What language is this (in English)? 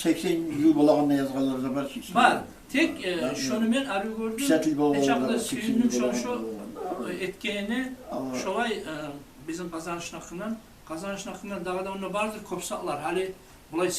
Kumyk